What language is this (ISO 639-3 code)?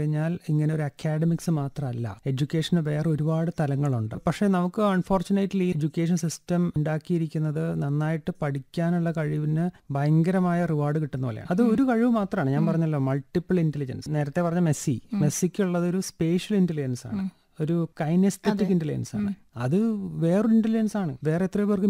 mal